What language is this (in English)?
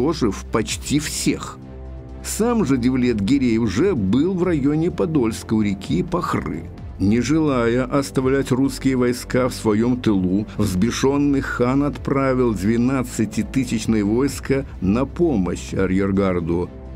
Russian